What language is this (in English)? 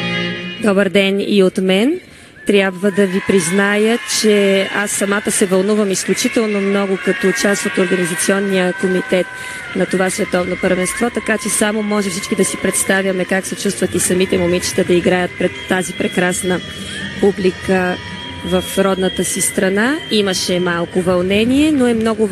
Bulgarian